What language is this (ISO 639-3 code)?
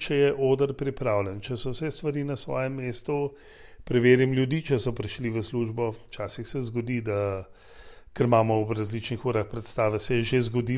slv